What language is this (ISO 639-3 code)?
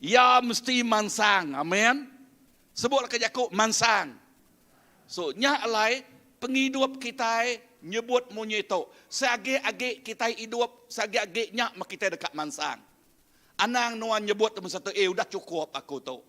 iba